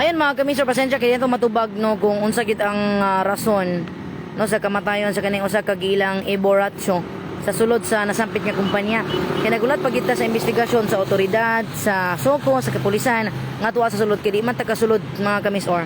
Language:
Cebuano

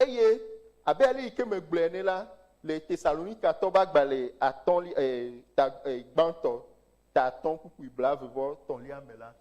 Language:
Ewe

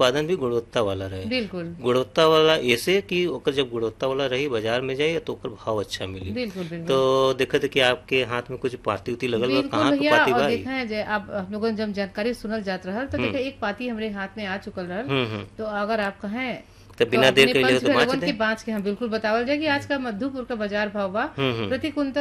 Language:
Bhojpuri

